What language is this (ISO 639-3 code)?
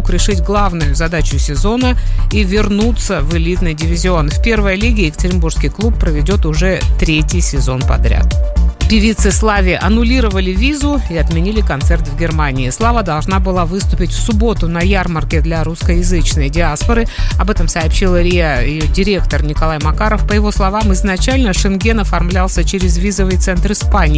rus